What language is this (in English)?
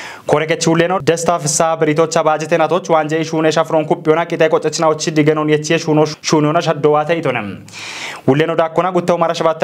Kafa